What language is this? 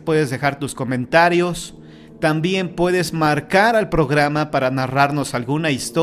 Spanish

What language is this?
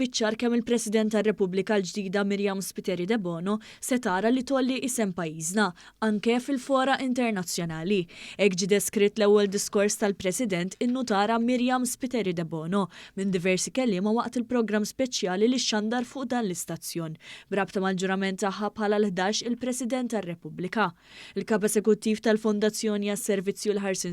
Maltese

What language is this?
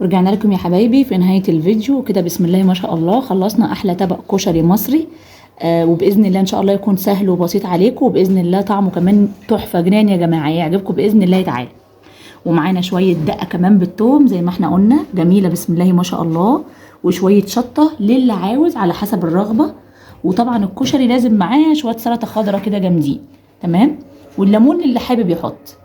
Egyptian Arabic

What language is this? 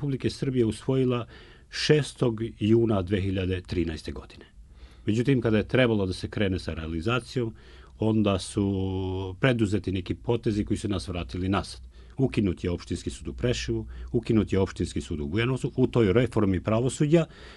Serbian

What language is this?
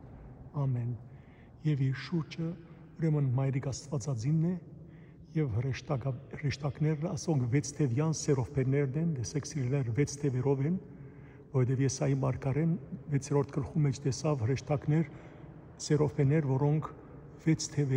Western Armenian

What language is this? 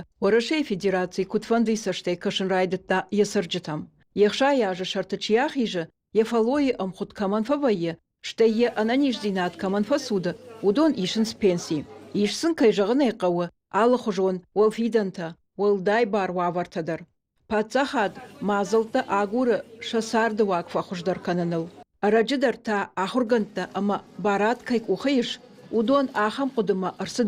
Ossetic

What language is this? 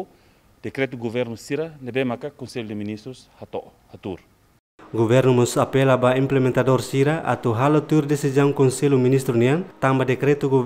Tetum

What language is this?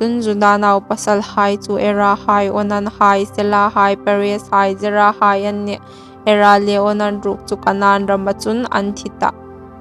Hmar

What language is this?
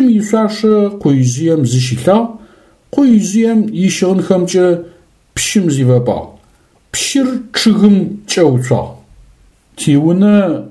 Adyghe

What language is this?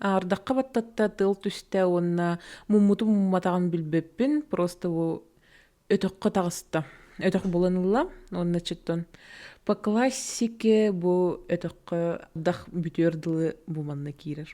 Yakut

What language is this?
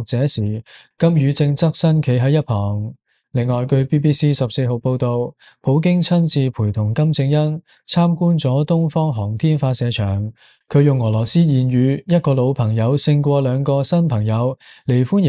Cantonese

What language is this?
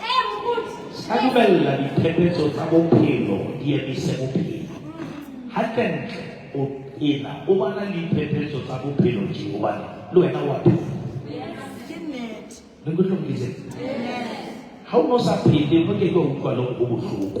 Southern Sotho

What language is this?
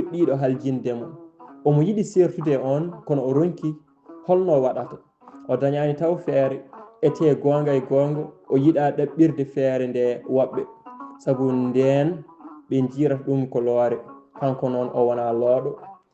Fula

